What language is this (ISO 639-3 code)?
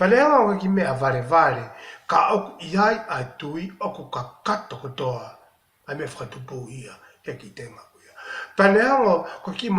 ton